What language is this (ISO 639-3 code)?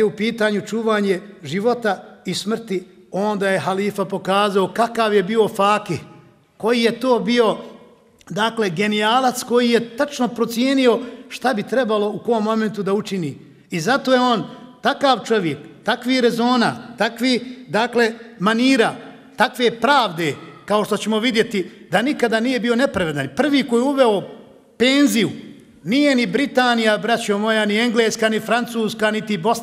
bos